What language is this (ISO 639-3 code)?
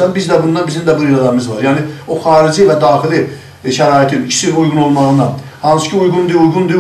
azb